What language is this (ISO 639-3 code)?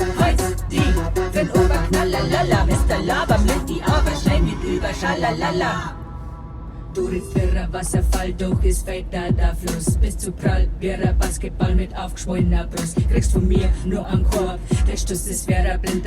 bar